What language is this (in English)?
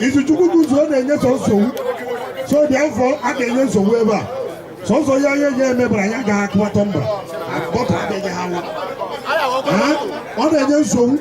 Igbo